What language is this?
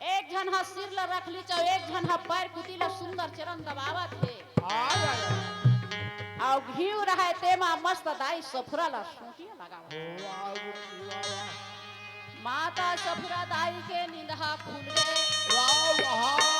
Chhattisgarhi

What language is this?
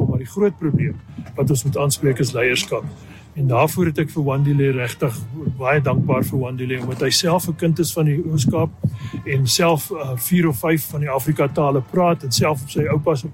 Afrikaans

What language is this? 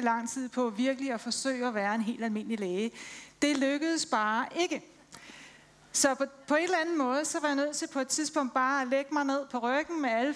Danish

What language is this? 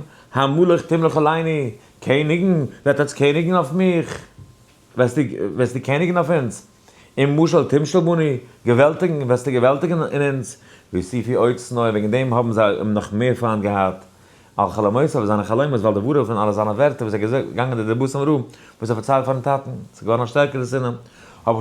Yiddish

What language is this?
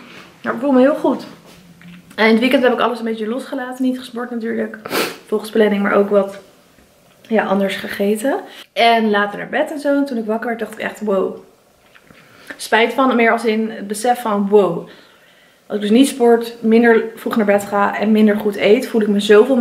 Dutch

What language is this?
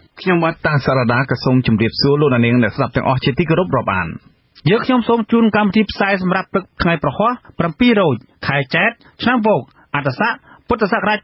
Khmer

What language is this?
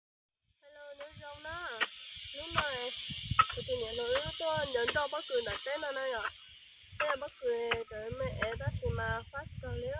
Hmong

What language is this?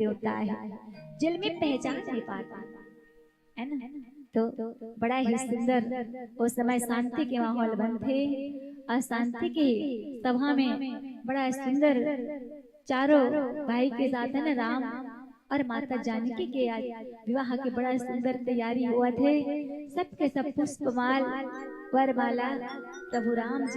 Chhattisgarhi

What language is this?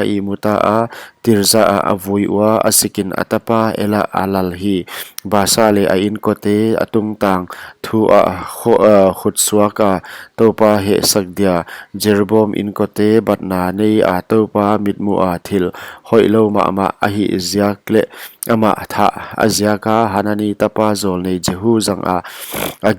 Paite Chin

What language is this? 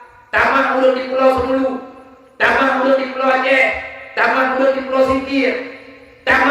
Achinese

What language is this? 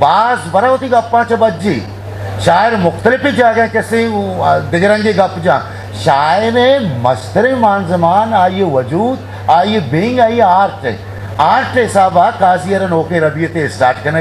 Eastern Balochi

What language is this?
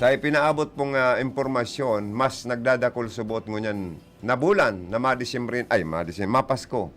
Bikol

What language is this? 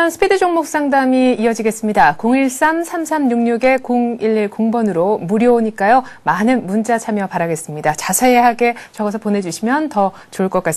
Korean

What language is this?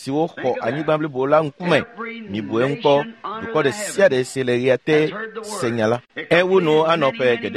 Ewe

